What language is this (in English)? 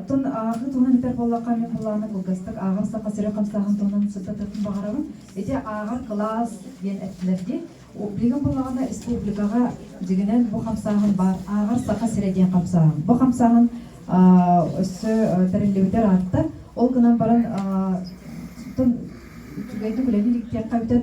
Yakut